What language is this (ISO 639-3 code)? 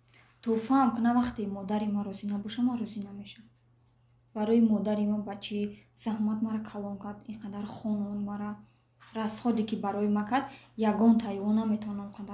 tgk